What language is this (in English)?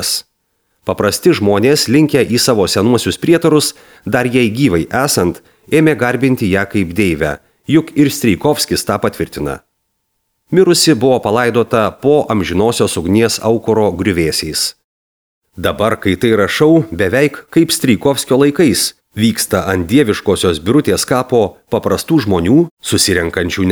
Lithuanian